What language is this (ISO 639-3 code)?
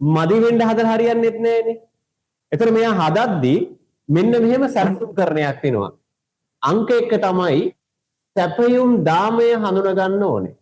sin